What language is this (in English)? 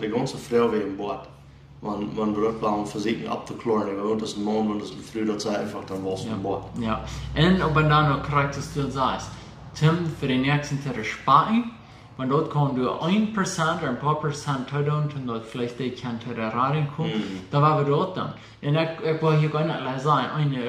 Plautdietsch